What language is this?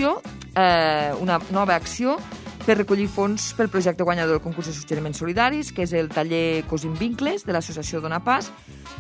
Catalan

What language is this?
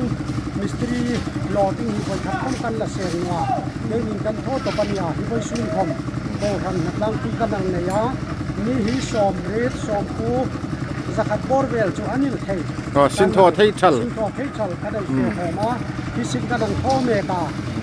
Hmar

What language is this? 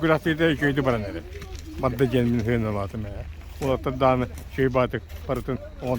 Yakut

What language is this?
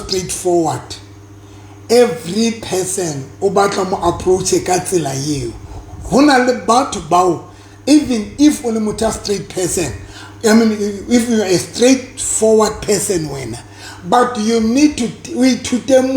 Southern Sotho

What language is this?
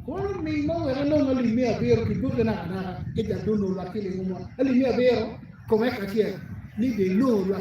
Acoli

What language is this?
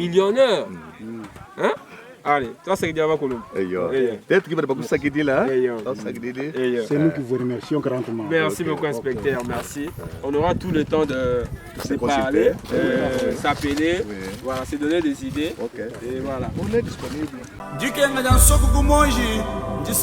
Luba-Lulua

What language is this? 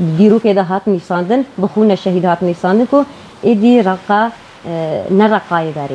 Kurdish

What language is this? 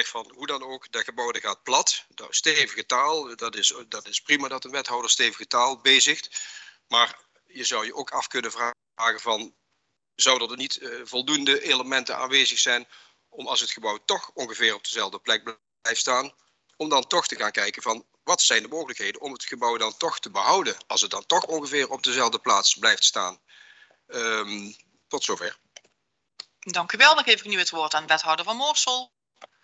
Dutch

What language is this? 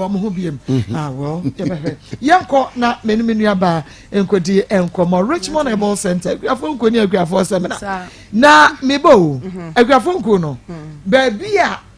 Akan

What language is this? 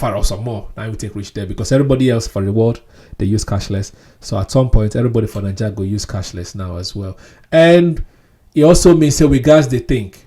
Nigerian Pidgin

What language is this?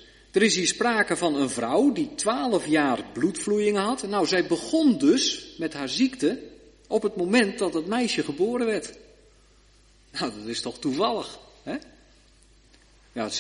Dutch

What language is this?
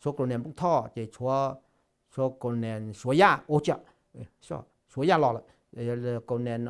Hmong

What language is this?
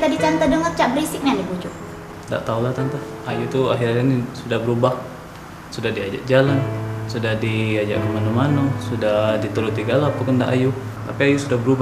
Musi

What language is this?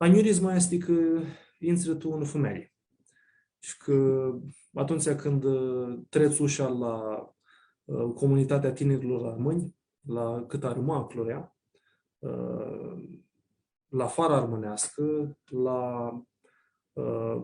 Aromanian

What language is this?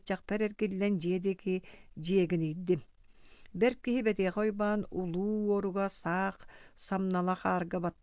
Yakut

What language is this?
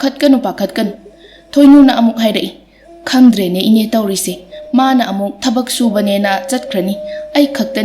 Manipuri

